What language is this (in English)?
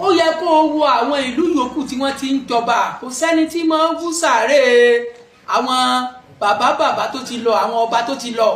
Yoruba